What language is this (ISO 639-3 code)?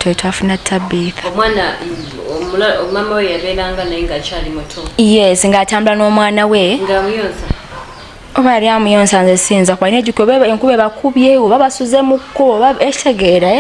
lug